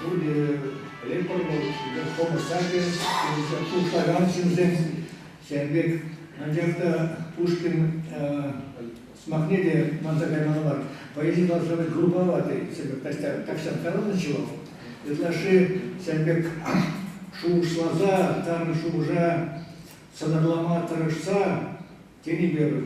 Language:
Chuvash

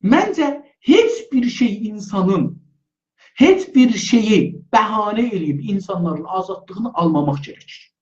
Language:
South Azerbaijani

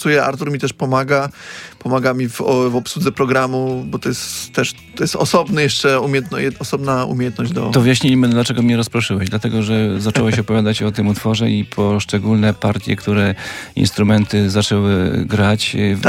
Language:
Polish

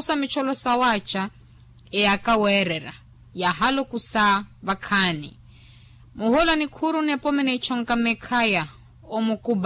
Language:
Makhuwa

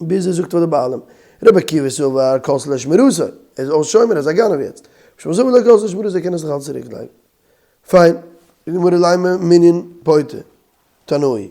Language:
Yiddish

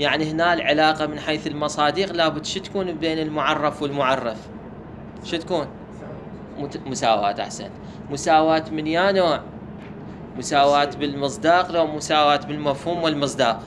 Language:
Mesopotamian Arabic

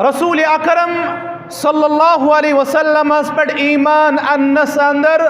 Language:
Kashmiri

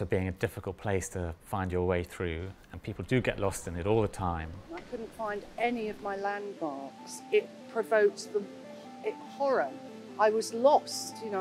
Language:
English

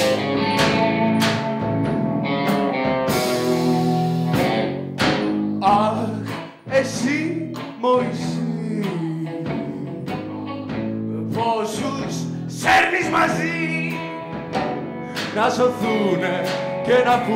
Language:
Greek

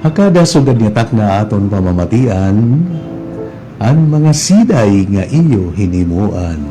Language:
Waray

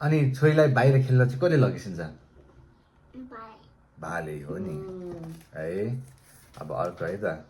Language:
Nepali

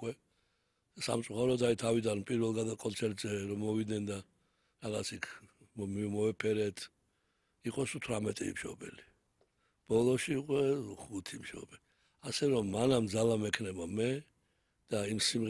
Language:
Georgian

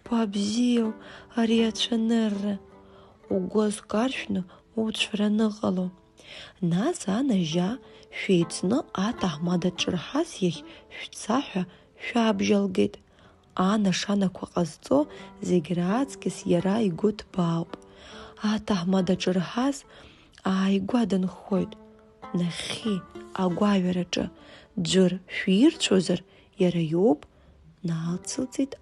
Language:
Abkhazian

